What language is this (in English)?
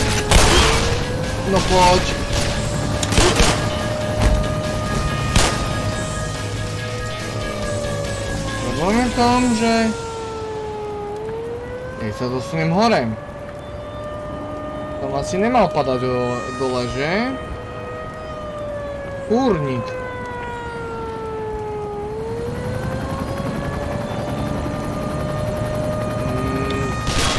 Slovak